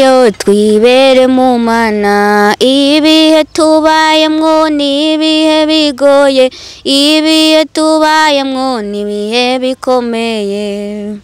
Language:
Rundi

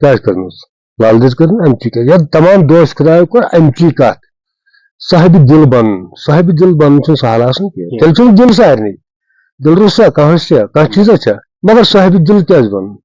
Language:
Kashmiri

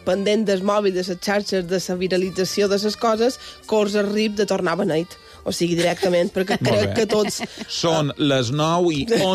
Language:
Catalan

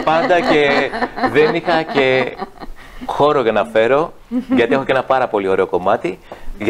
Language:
Greek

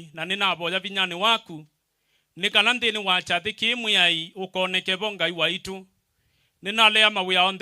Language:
Kamba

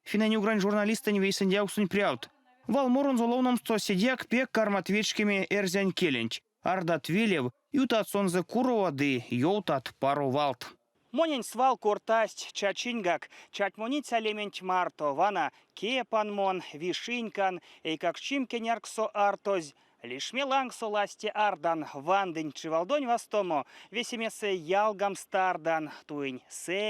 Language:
Erzya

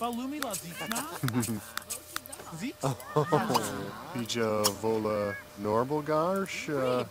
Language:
Bavarian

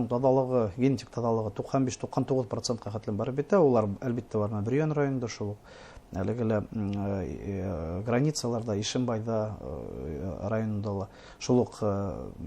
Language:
Bashkir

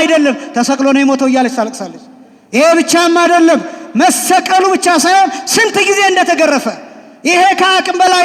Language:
Amharic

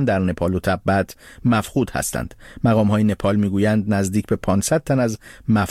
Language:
Persian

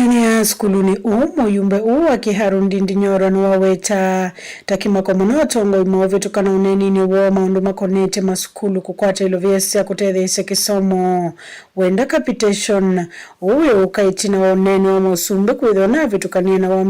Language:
Kamba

